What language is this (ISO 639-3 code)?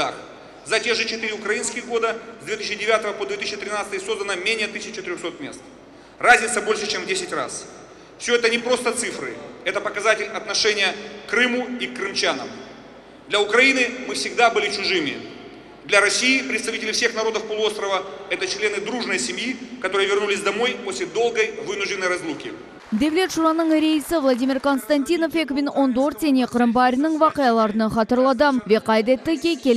crh